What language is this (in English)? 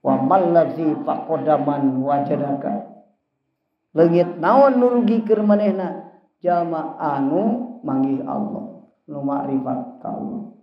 Sundanese